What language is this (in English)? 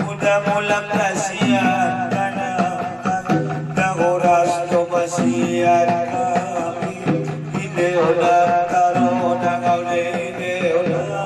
Batak Angkola